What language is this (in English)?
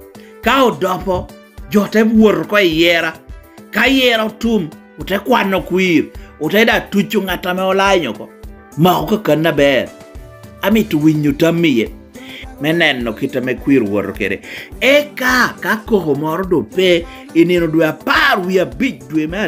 Lango (Uganda)